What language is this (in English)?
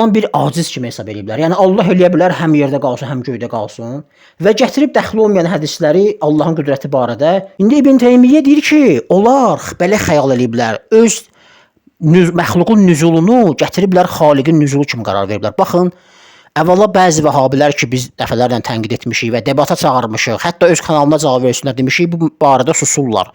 Azerbaijani